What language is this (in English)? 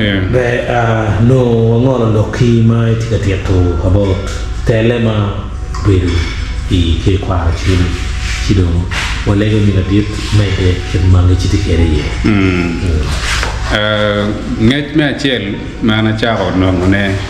Acoli